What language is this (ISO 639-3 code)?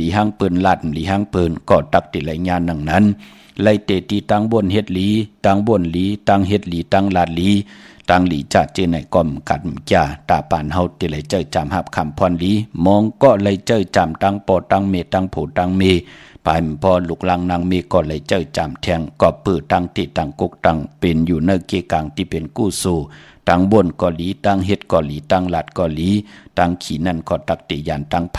shn